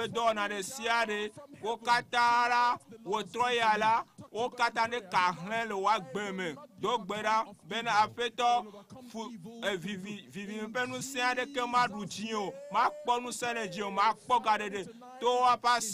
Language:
Ewe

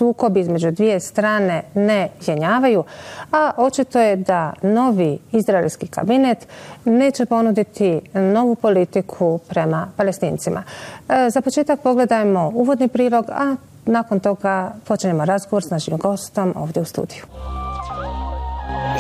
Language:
Bosnian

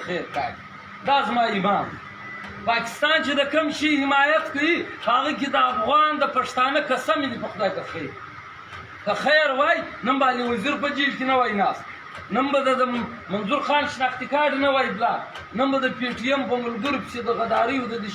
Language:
Pashto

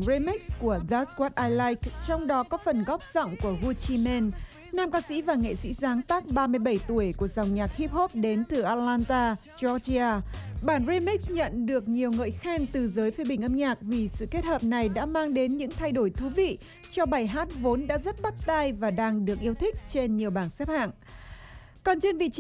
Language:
Vietnamese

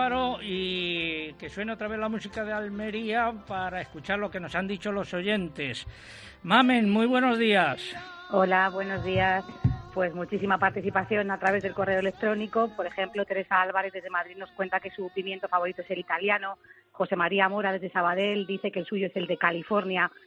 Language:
Spanish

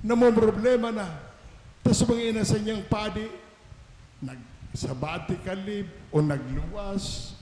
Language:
Bikol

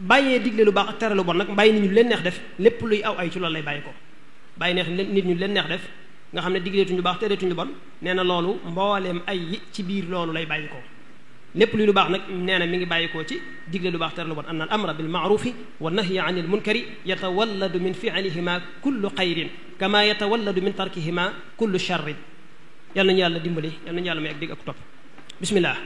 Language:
Wolof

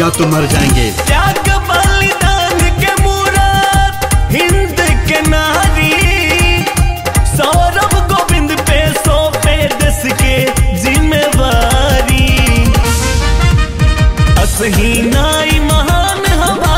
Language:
Bhojpuri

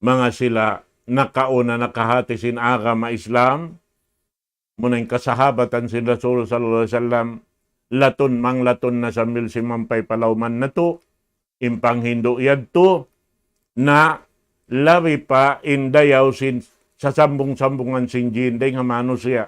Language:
Tausug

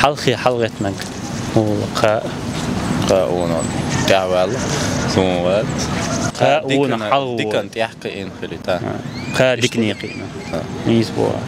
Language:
Chechen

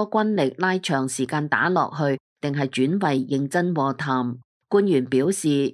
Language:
Cantonese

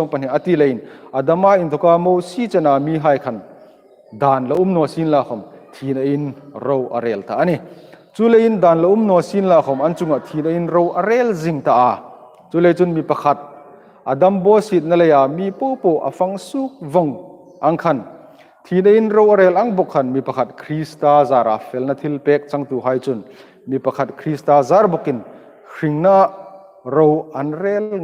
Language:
Hmar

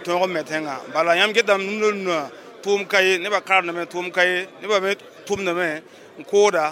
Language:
Mossi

